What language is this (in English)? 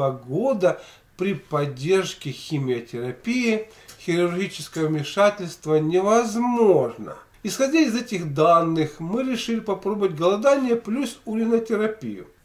Russian